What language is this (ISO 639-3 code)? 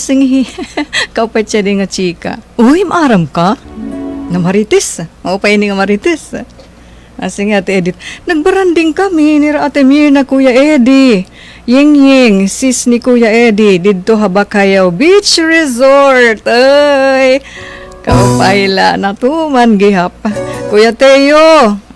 war